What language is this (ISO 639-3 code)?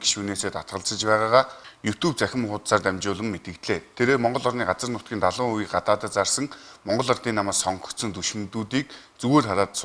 mon